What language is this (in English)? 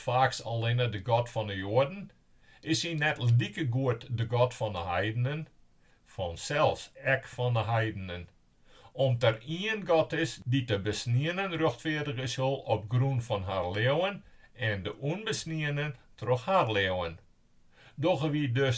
Western Frisian